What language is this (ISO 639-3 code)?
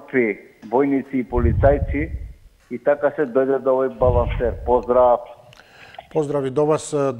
mkd